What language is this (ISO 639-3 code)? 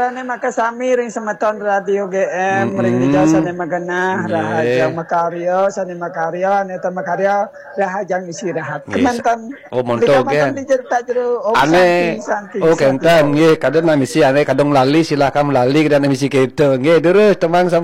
ban